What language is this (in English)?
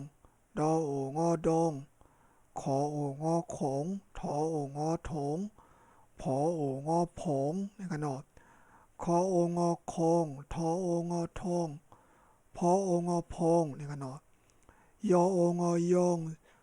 Shan